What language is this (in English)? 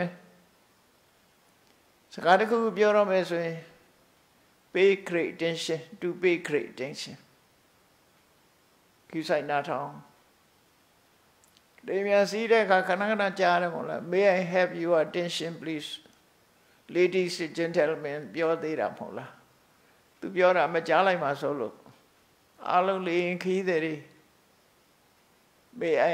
Burmese